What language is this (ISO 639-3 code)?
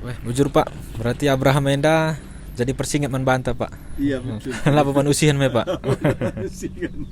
btx